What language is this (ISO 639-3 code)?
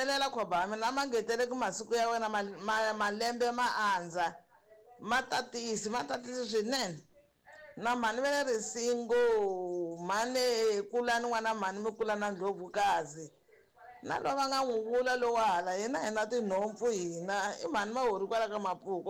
tso